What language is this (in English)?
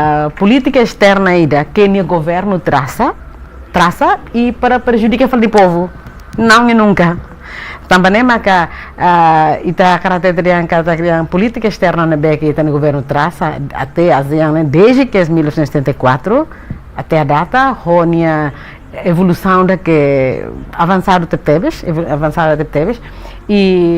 Tetum